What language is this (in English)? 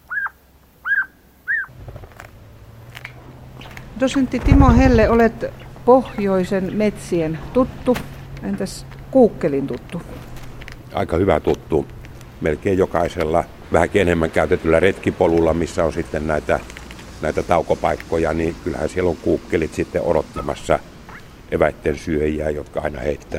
Finnish